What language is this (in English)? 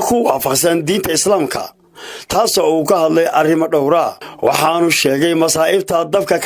Somali